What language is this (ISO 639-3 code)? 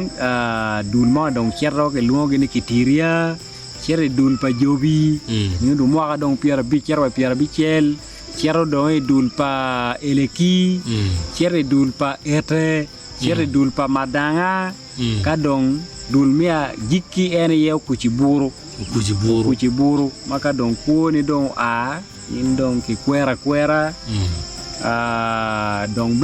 ach